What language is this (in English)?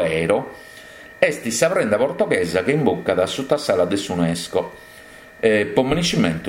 Sardinian